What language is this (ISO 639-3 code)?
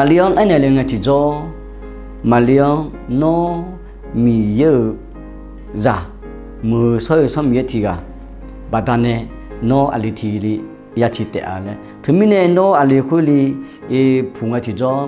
ahk